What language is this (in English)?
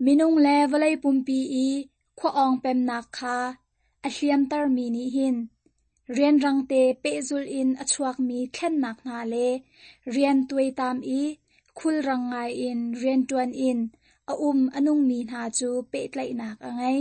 Hakha Chin